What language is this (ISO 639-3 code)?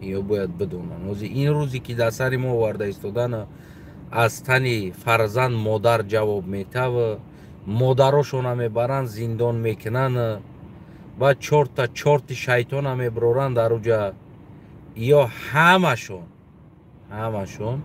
tgk